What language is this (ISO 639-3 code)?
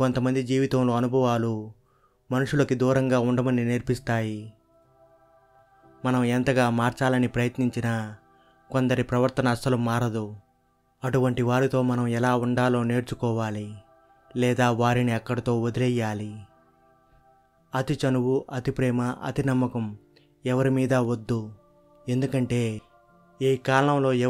tel